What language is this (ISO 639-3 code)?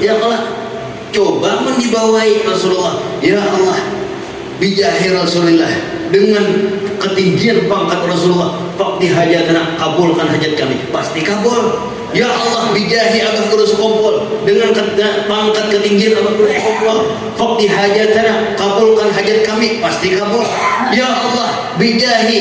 bjn